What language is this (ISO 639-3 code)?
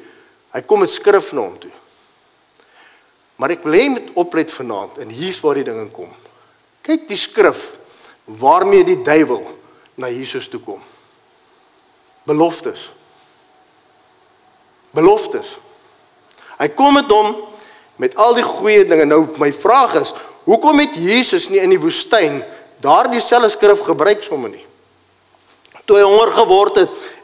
afr